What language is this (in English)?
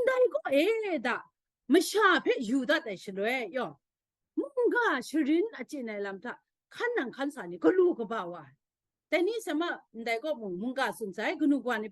Kachin